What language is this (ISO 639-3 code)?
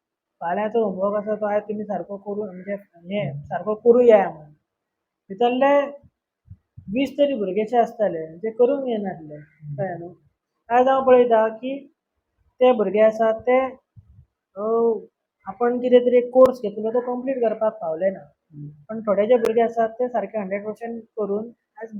kok